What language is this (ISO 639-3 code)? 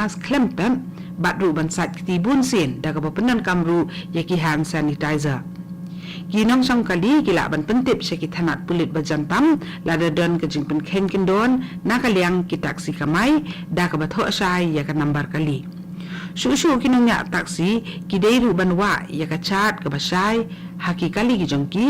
kha